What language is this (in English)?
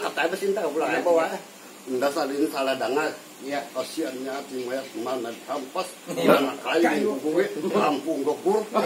Banjar